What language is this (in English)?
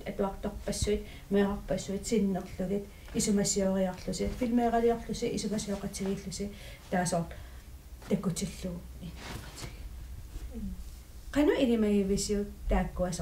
Kalaallisut